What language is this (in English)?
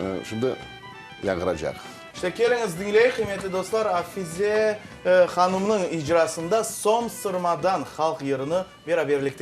Crimean Tatar